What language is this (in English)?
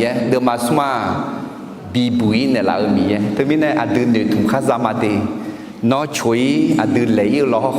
Akha